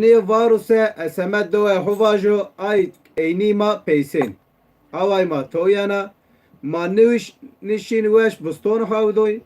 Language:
Zaza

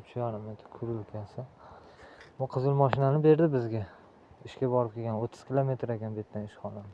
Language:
Uzbek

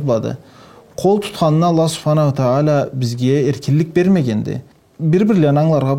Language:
Karachay-Balkar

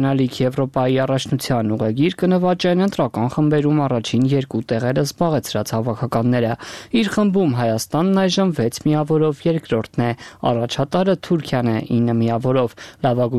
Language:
Armenian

